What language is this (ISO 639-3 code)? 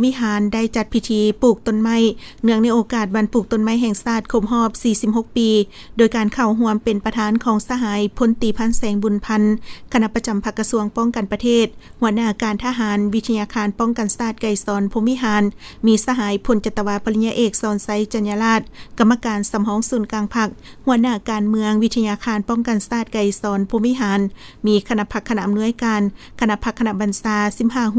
lao